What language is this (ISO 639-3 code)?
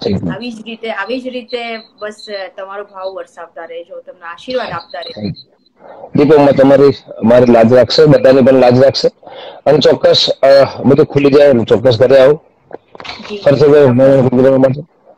guj